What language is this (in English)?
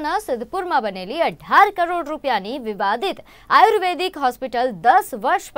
Gujarati